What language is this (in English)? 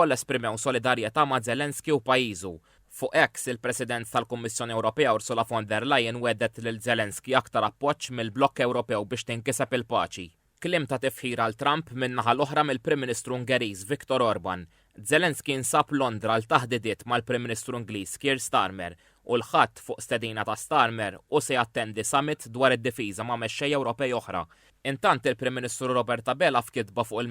Maltese